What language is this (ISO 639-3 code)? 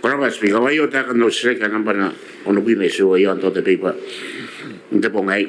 gil